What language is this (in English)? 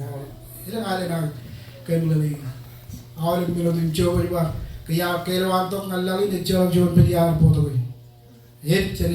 Marshallese